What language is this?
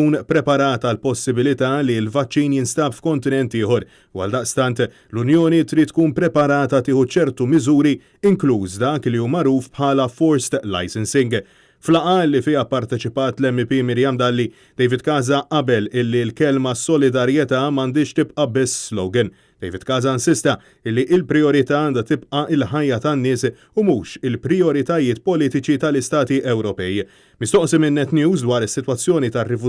Maltese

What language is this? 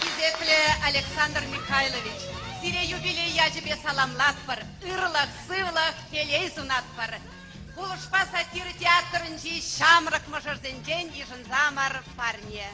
Chuvash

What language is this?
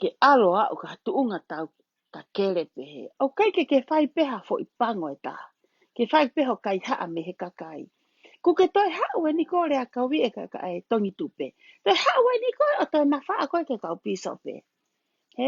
Tongan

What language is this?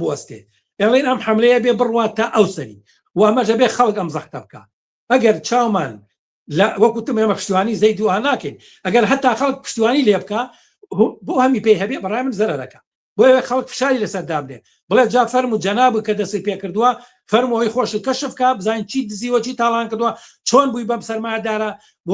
Central Kurdish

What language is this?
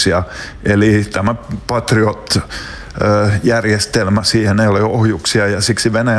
Finnish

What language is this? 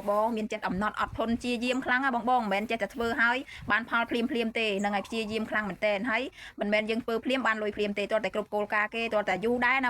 Khmer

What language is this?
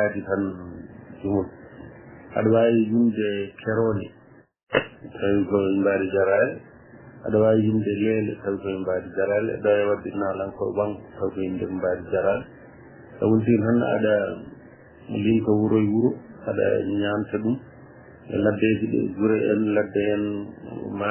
Fula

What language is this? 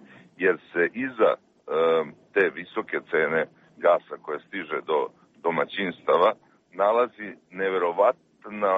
Serbian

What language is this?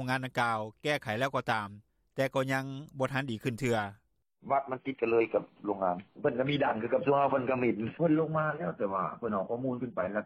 Lao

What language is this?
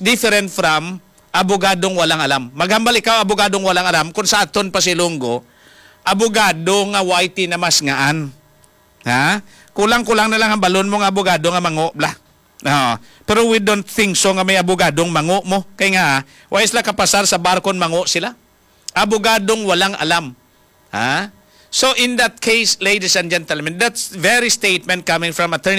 Hiligaynon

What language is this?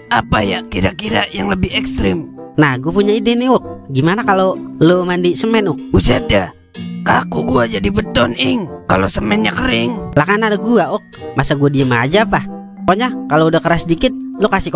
Betawi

